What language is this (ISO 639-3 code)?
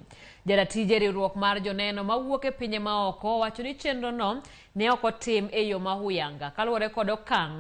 luo